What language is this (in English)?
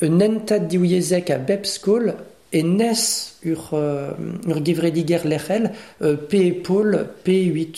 Breton